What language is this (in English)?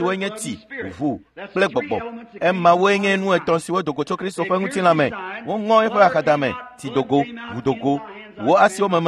Ewe